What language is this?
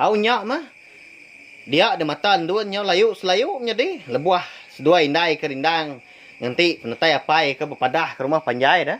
Iban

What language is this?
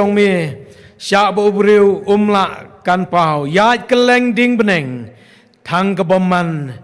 Khasi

